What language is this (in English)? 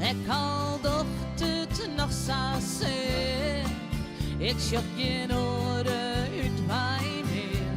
Western Frisian